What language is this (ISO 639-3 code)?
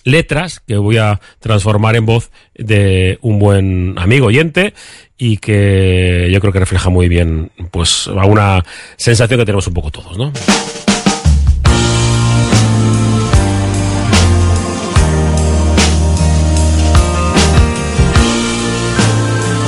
spa